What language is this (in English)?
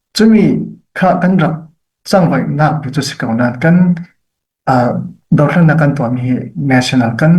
Falam Chin